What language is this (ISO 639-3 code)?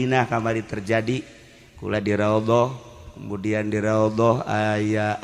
sun